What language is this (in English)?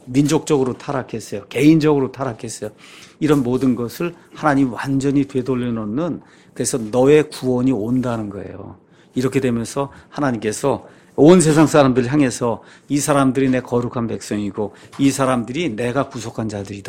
Korean